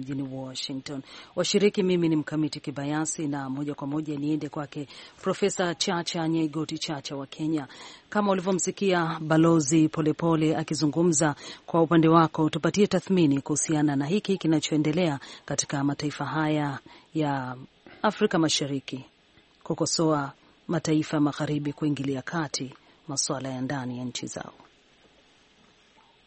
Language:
Swahili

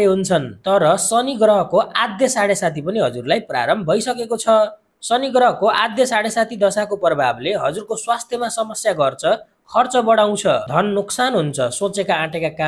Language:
Nepali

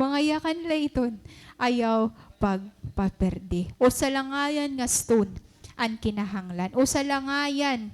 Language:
Waray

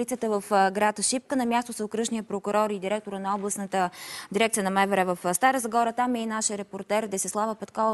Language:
Bulgarian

